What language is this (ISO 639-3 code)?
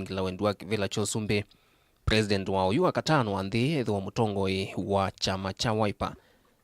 kam